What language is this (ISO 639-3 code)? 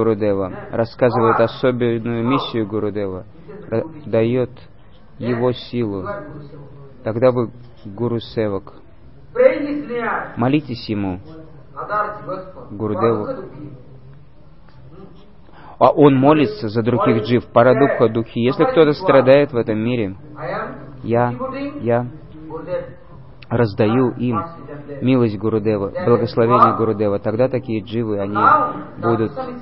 rus